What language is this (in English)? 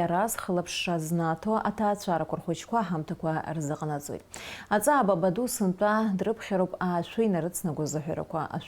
Abkhazian